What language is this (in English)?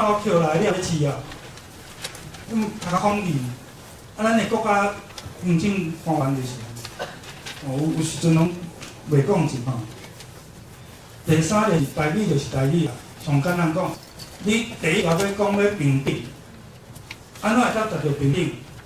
Min Nan Chinese